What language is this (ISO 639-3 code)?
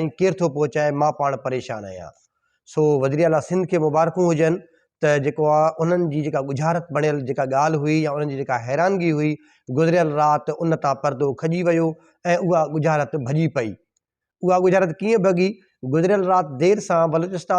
snd